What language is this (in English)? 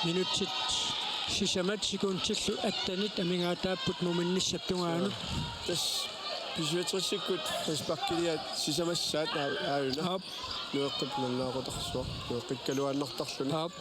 Kalaallisut